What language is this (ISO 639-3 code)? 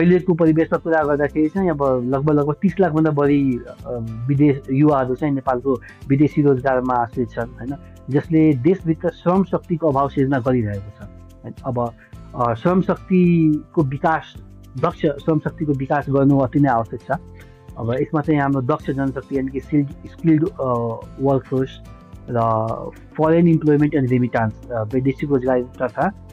nep